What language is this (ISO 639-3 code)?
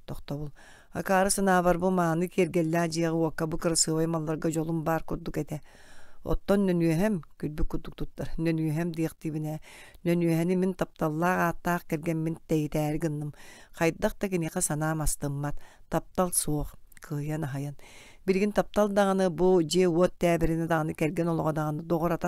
sah